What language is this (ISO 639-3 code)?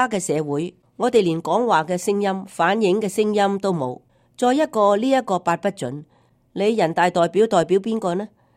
yue